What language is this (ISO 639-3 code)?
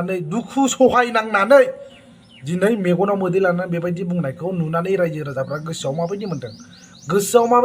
brx